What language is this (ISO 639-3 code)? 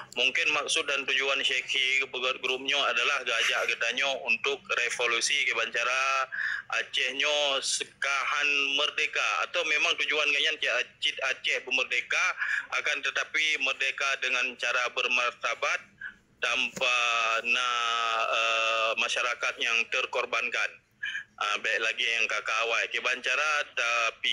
ace